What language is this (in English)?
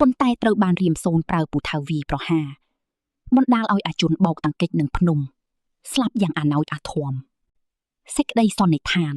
Khmer